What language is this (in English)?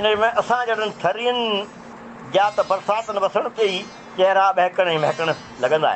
Sindhi